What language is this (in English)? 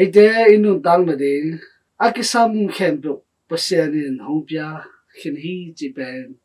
Tedim Chin